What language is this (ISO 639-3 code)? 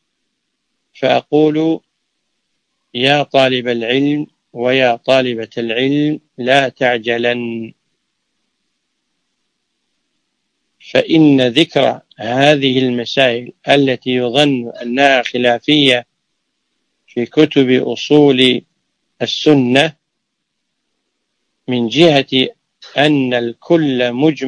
ara